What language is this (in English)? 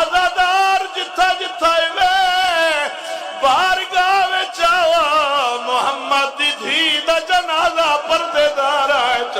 Saraiki